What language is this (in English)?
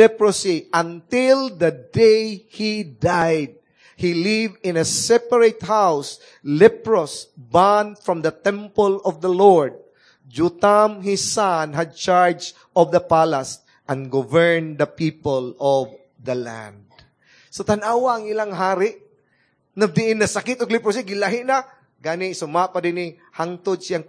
Cebuano